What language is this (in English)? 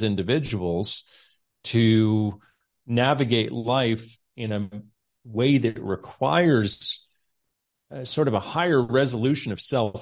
English